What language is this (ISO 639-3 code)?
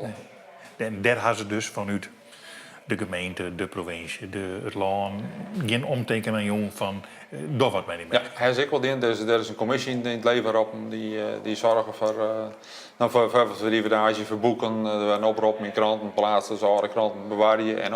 fry